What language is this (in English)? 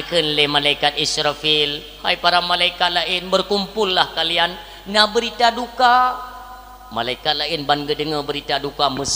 Achinese